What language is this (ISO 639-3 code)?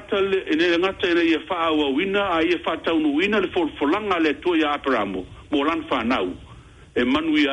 smo